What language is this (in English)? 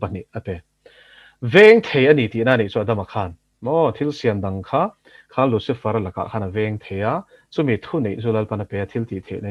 Mizo